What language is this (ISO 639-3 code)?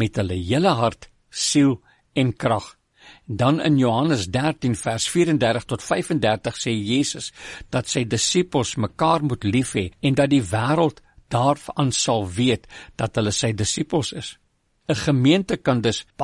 afr